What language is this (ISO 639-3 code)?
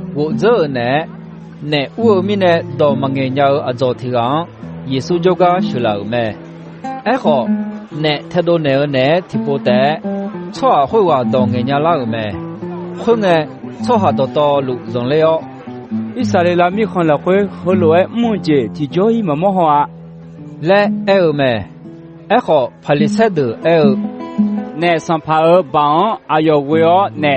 ahk